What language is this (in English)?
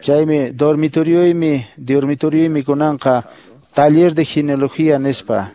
Quechua